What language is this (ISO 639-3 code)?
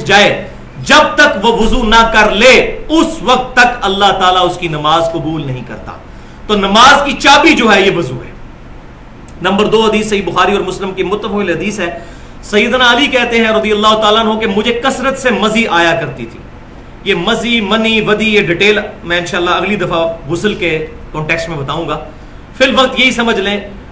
urd